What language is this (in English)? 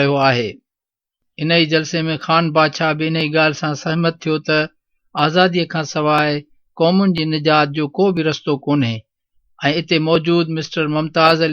Sindhi